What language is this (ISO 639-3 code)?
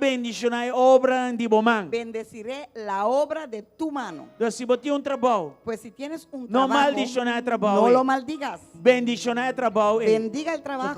pap